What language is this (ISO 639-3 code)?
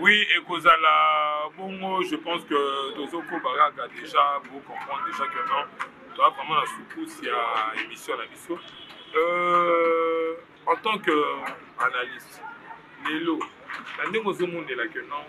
lin